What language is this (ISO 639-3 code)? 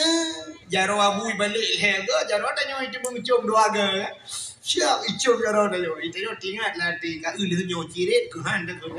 ace